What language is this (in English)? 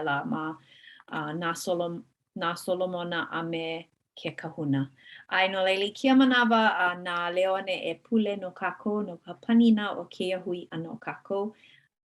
Hawaiian